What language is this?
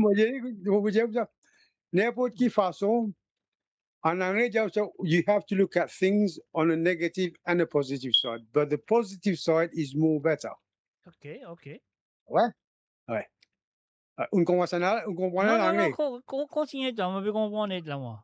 Morisyen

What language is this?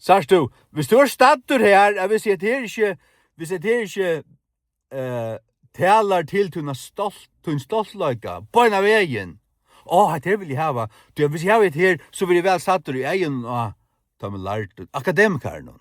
Faroese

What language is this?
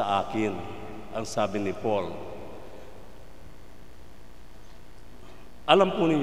Filipino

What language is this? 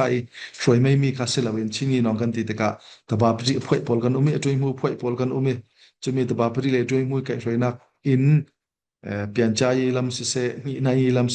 Falam Chin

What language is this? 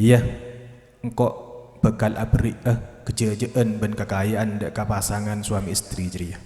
Madurese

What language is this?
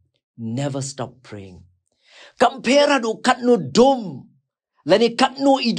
Khasi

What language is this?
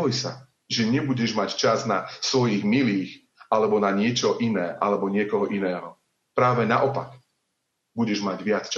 Slovak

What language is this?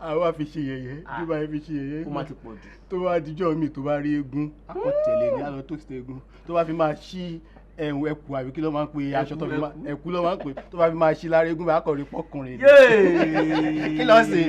Yoruba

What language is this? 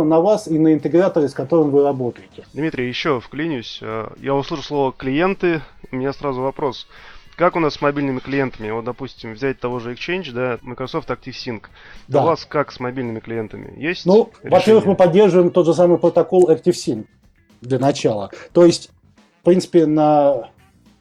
Russian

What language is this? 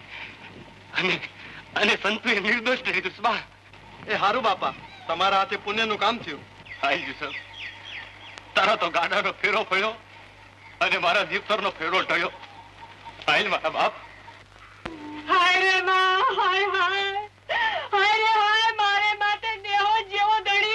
Gujarati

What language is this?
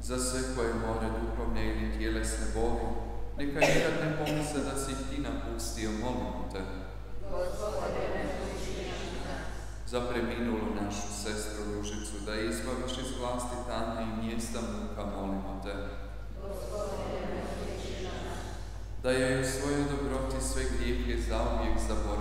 Croatian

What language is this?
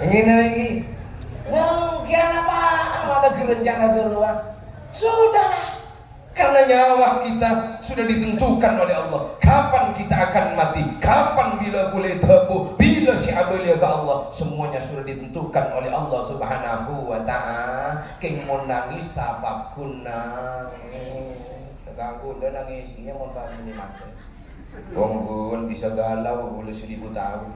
Madurese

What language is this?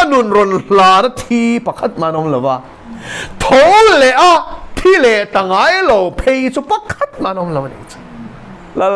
Mizo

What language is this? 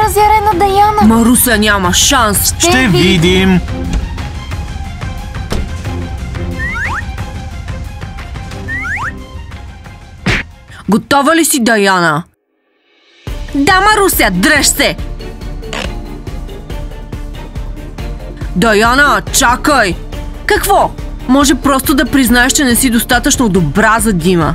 Bulgarian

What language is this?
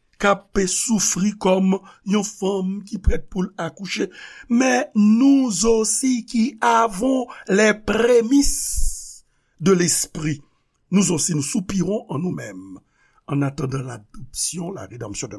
Haitian Creole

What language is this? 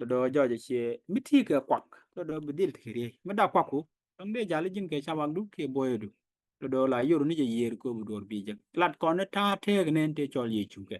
Nuer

